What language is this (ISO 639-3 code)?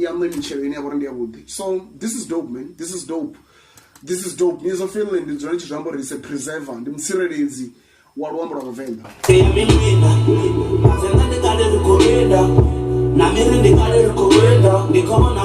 ven